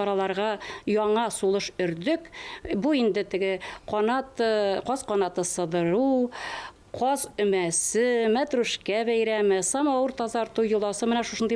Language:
Bashkir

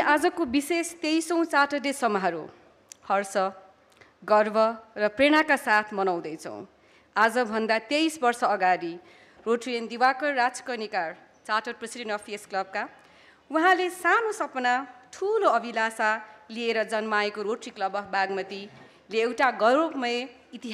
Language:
Nepali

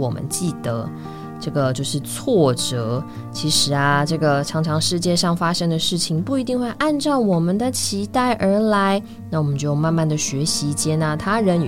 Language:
Chinese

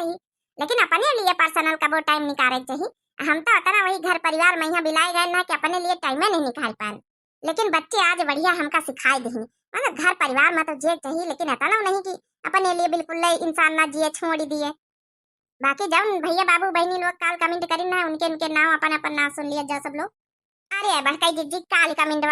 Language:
Awadhi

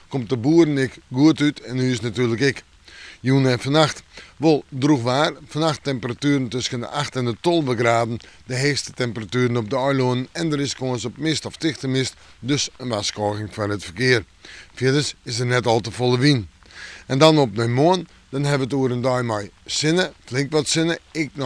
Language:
Western Frisian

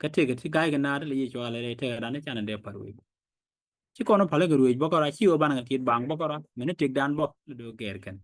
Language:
Nuer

